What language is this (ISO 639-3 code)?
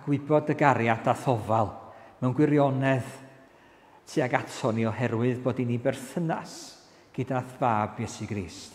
cym